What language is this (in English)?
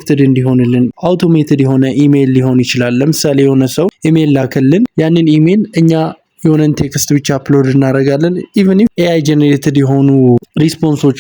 Amharic